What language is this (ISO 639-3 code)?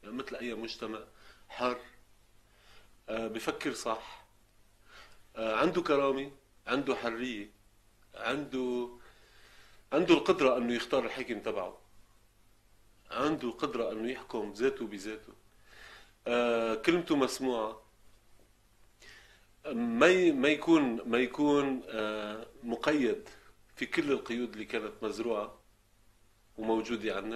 apc